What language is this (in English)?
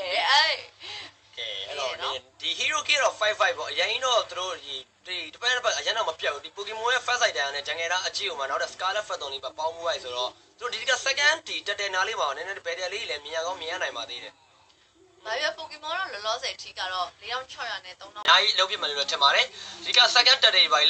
Burmese